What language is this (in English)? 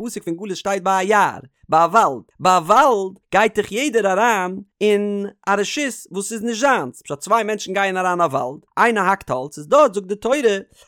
Yiddish